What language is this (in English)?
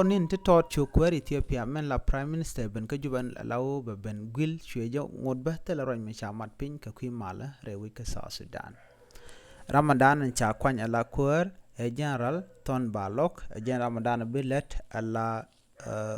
Nuer